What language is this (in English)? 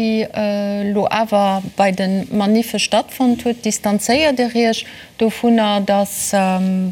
Luxembourgish